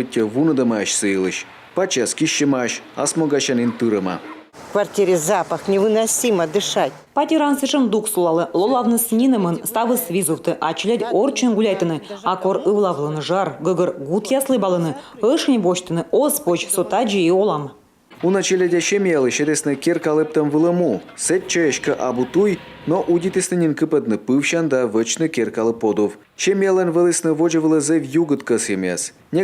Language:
Komi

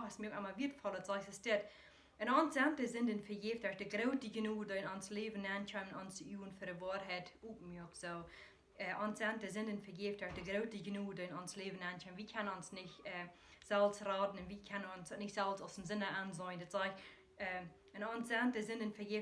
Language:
Plautdietsch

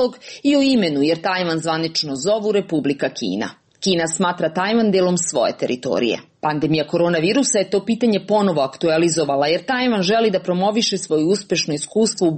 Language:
Serbian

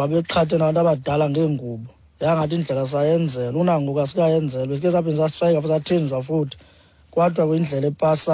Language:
Xhosa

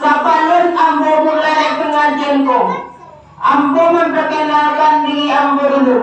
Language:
Minangkabau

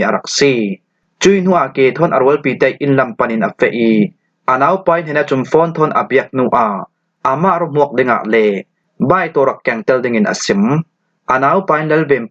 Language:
Falam Chin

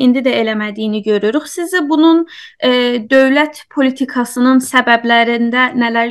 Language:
South Azerbaijani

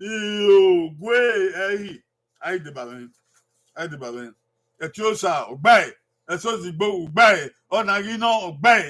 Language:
Bini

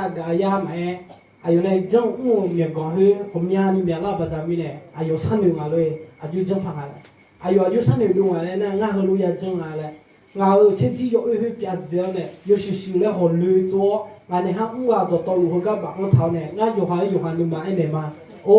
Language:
Akha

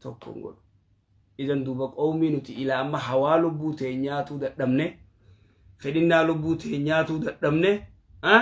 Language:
Oromo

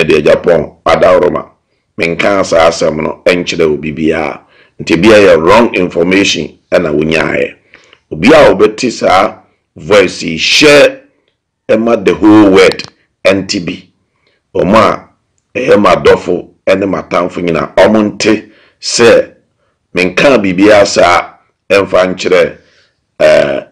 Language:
Akan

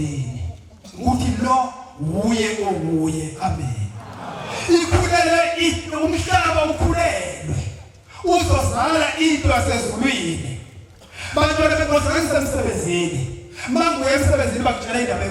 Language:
Zulu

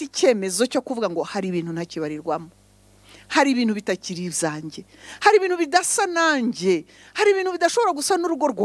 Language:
Kinyarwanda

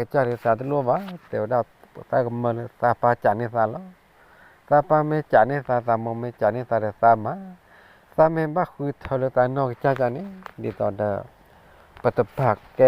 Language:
S'gaw Karen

